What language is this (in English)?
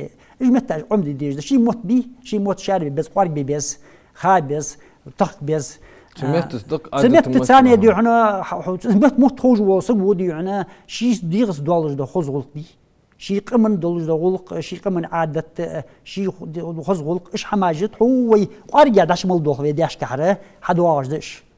Ingush